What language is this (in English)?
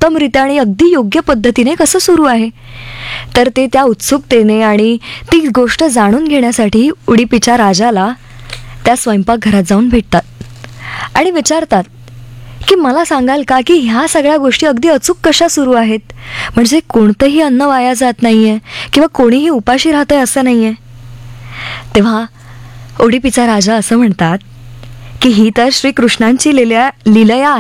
Marathi